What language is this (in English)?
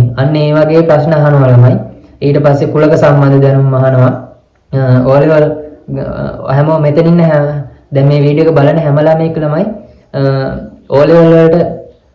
Sinhala